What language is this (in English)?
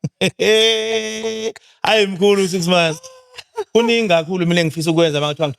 Zulu